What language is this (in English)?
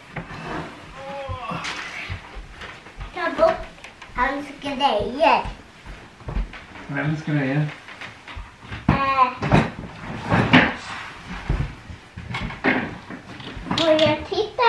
Swedish